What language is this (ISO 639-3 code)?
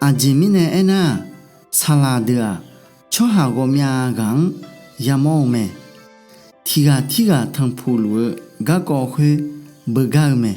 ahk